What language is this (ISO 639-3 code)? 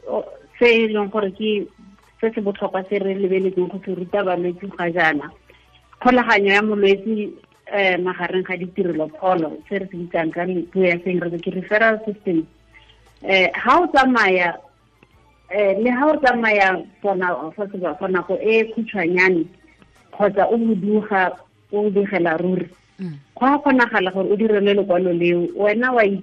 tsn